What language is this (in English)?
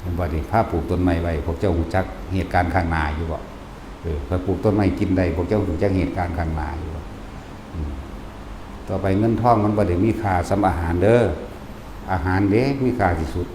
Northeastern Thai